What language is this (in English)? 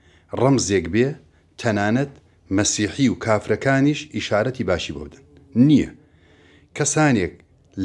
Central Kurdish